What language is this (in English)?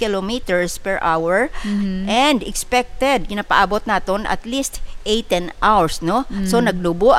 Hiligaynon